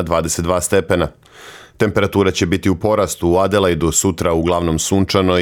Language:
Serbian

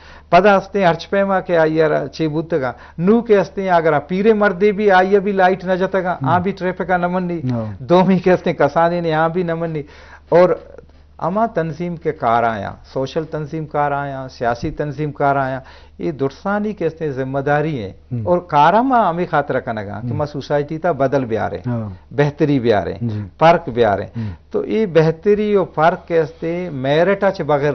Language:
Eastern Balochi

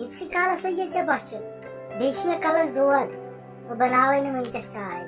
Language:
Kashmiri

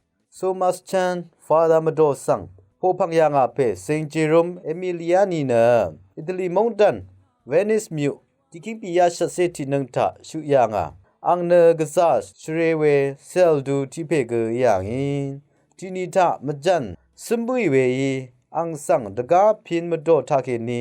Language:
Rawang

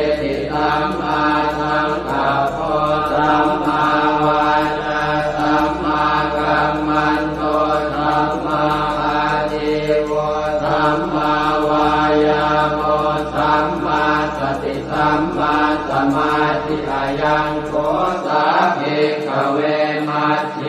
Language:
Pali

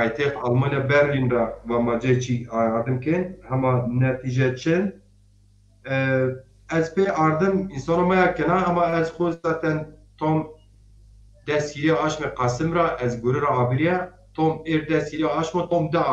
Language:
Zaza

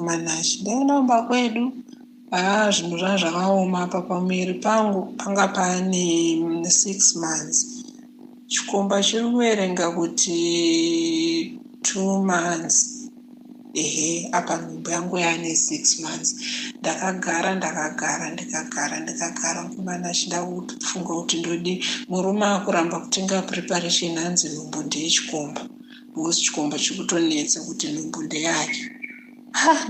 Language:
Shona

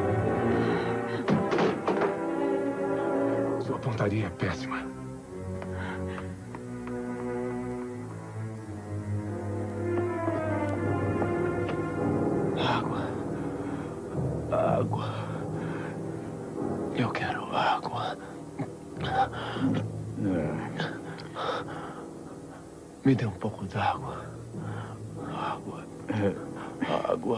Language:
Portuguese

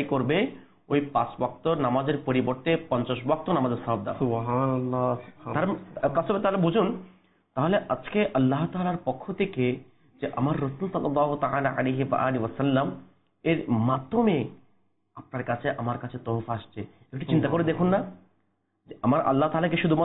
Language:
Bangla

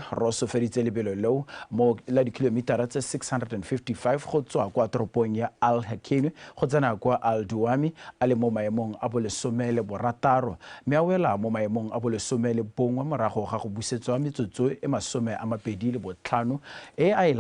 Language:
Tswana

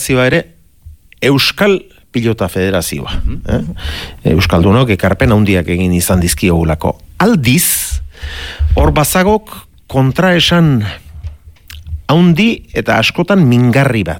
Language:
Basque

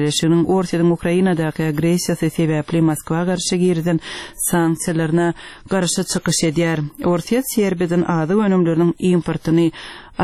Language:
Turkmen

